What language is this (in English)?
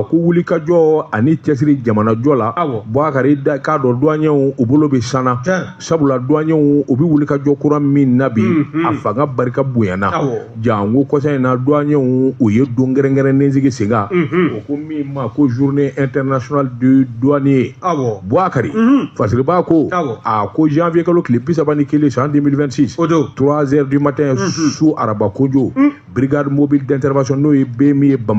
Bambara